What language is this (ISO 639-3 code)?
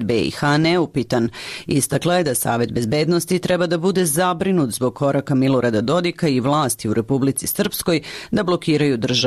srp